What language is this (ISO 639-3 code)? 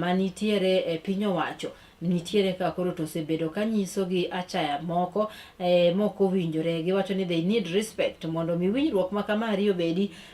luo